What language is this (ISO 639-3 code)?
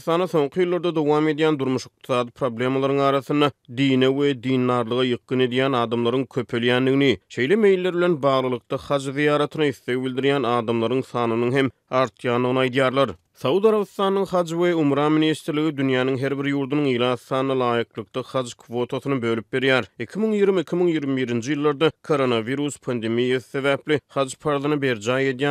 tuk